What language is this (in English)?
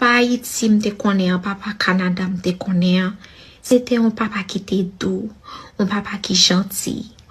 Haitian Creole